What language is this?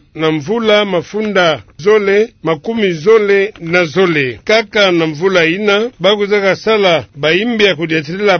Kituba (Democratic Republic of Congo)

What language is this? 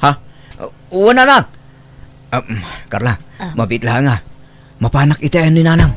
Iloko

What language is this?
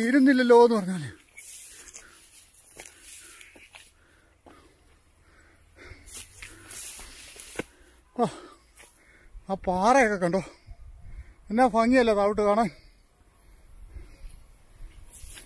Malayalam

